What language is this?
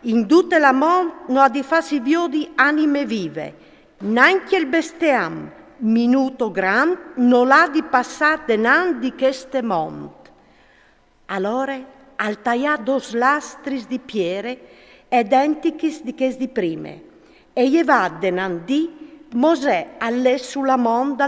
Friulian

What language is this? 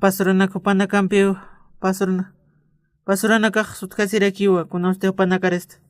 Aymara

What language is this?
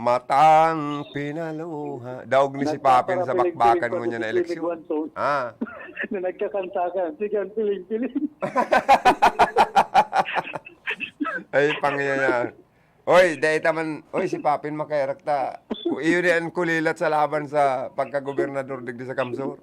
Bikol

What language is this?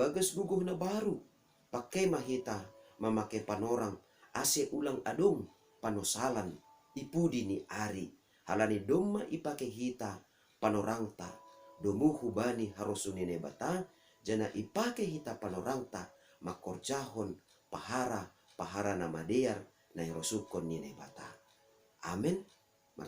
Batak Simalungun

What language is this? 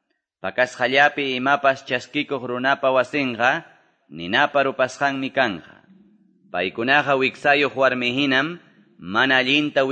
Quechua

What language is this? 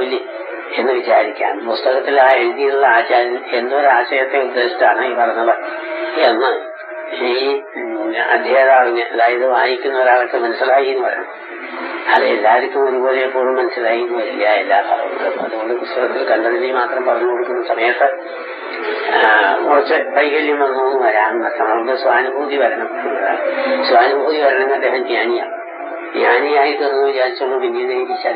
Malayalam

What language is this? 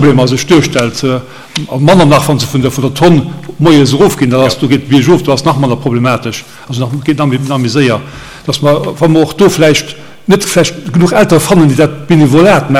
Luxembourgish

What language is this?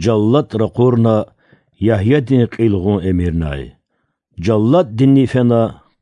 Lezghian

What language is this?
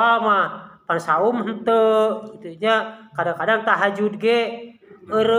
Sundanese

